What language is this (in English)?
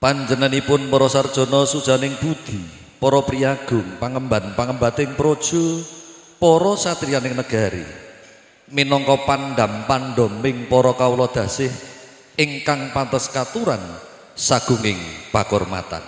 Javanese